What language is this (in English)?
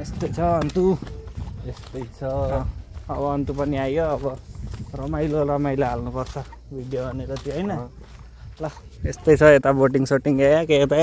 Nepali